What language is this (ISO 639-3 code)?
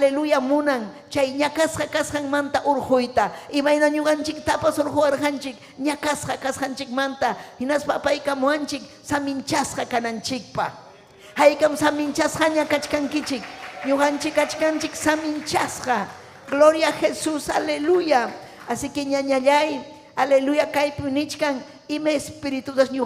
quy